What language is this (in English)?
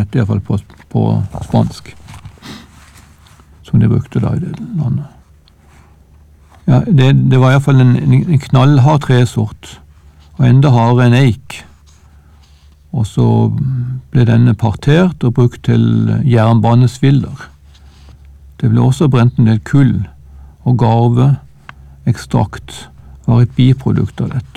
Norwegian